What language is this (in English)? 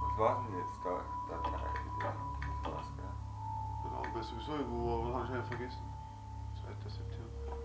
Bavarian